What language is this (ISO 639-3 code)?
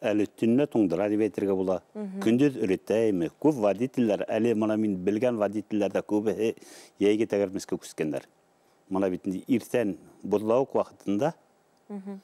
bak